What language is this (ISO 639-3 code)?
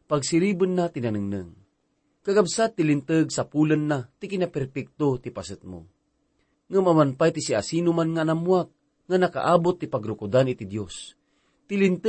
ilo